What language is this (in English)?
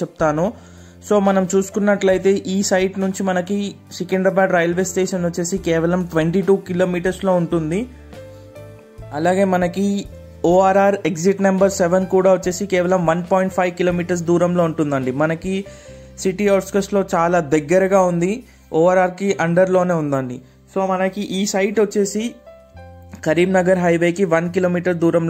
Telugu